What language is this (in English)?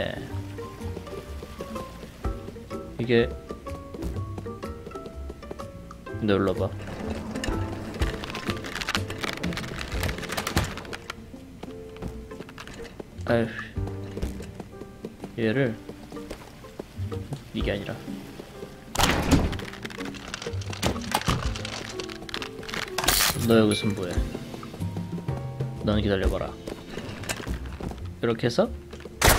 Korean